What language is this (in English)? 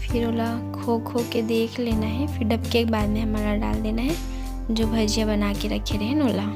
Chhattisgarhi